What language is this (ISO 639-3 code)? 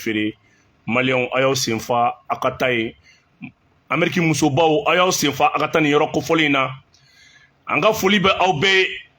bam